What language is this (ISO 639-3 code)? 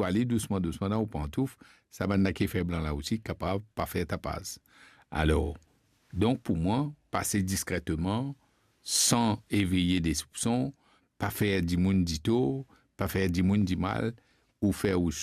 mfe